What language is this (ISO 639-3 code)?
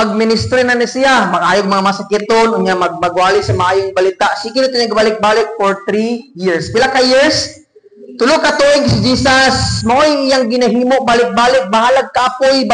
ceb